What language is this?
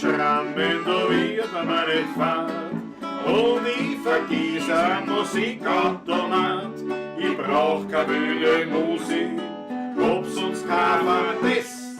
Bavarian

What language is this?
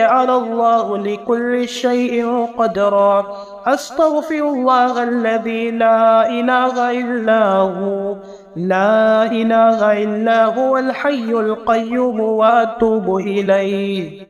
Arabic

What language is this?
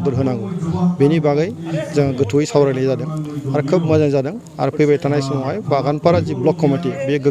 Bodo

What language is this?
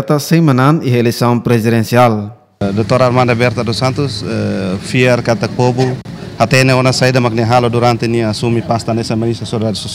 Tetum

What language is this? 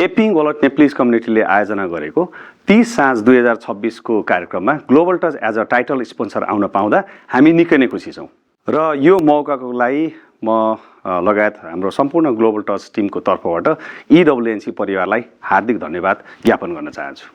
Nepali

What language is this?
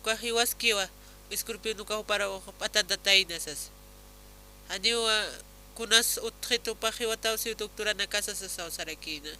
Aymara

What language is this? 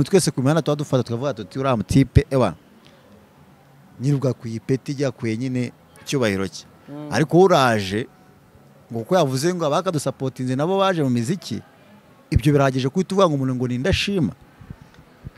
Kinyarwanda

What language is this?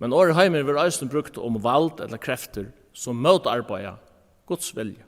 Faroese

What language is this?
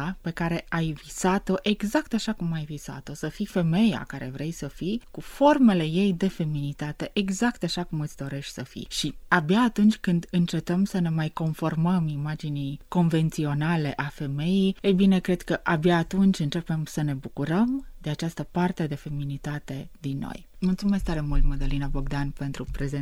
Romanian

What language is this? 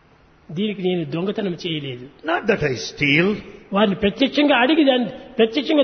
Telugu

